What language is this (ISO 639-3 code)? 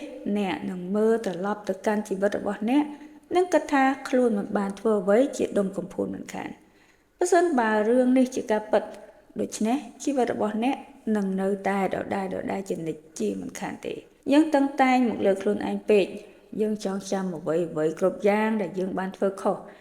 khm